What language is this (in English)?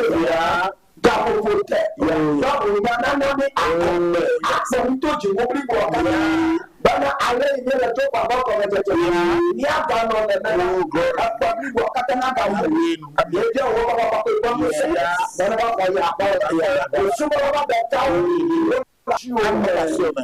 Ewe